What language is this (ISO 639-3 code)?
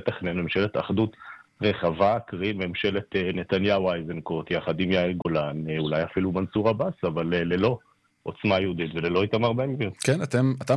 heb